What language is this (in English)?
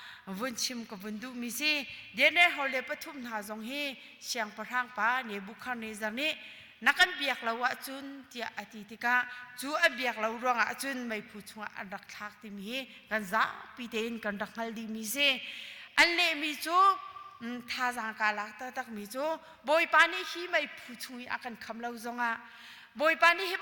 Hakha Chin